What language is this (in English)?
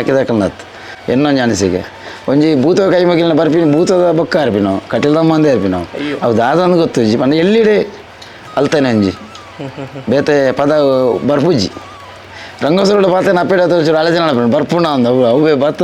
Tulu